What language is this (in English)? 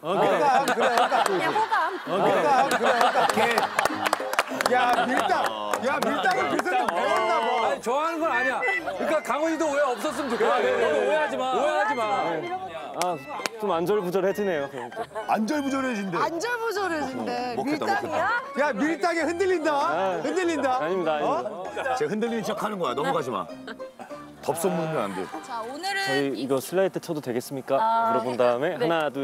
Korean